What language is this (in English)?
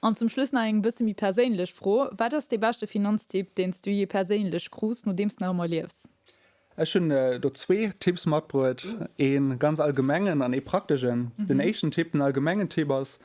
Luxembourgish